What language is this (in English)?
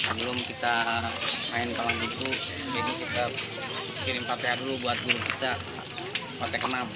Betawi